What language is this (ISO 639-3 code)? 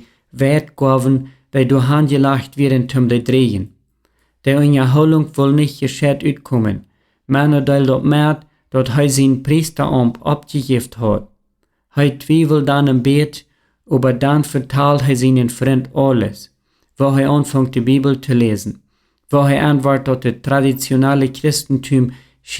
pdt